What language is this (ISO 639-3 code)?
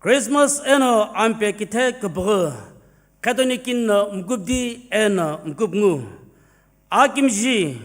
nsm